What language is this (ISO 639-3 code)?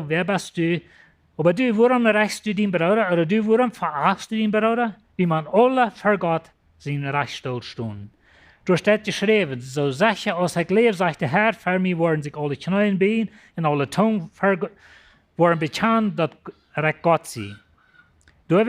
pdt